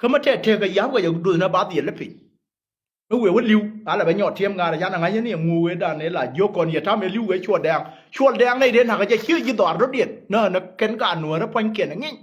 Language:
Nuer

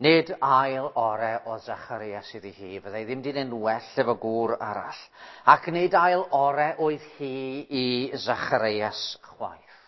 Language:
Welsh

